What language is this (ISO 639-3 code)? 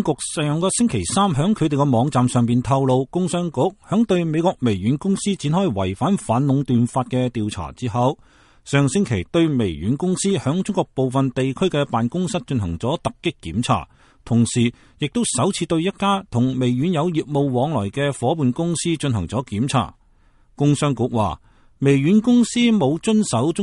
yue